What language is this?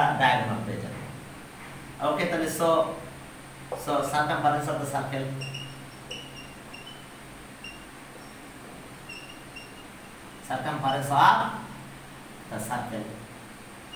Bangla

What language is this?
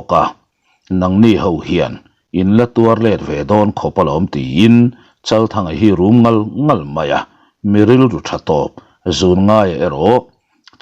Mizo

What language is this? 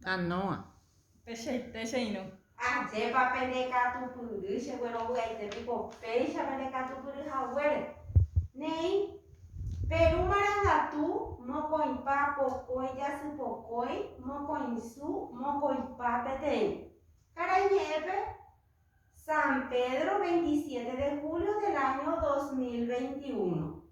Guarani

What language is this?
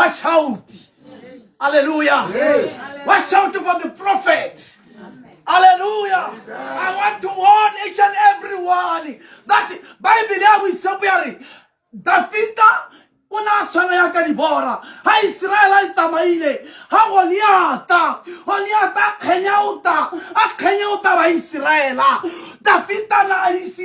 Tswana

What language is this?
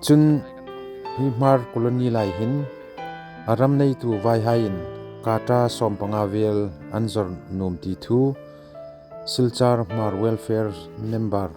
Hmar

